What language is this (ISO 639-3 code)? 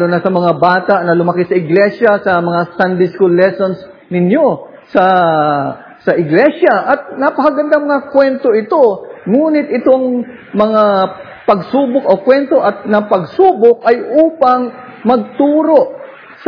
fil